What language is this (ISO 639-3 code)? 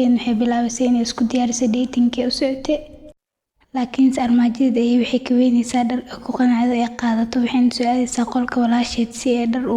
som